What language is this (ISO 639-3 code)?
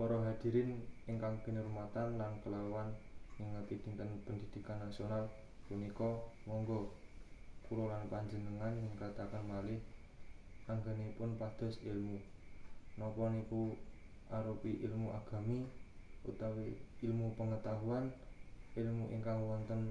jav